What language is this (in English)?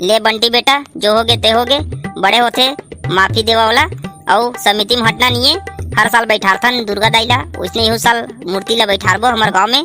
Chhattisgarhi